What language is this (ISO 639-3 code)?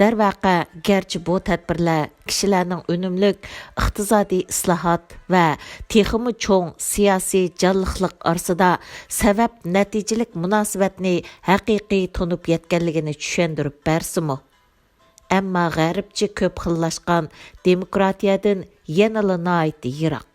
uig